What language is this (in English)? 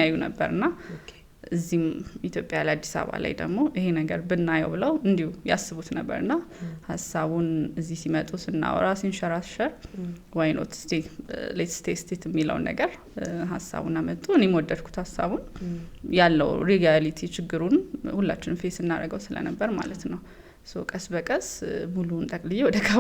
Amharic